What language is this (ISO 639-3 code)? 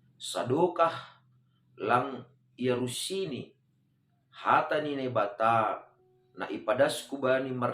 bts